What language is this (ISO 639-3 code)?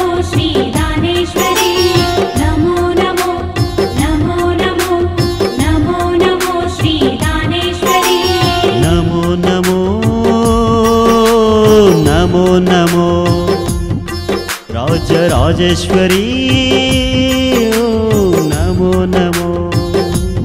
kan